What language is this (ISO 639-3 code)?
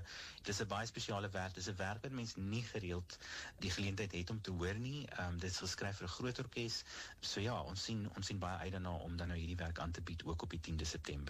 afr